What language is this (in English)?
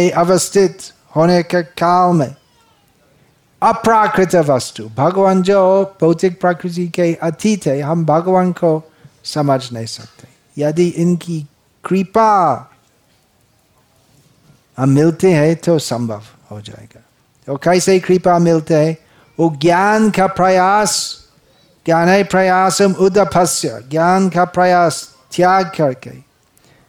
Hindi